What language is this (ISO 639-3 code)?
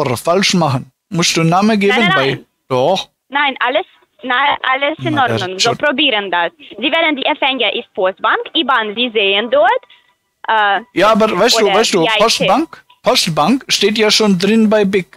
deu